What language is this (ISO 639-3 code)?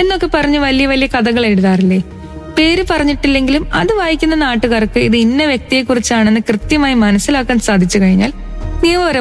mal